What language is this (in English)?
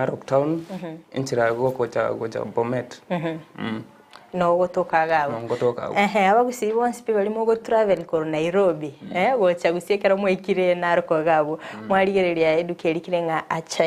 Gusii